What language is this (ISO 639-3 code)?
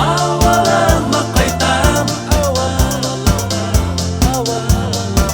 bak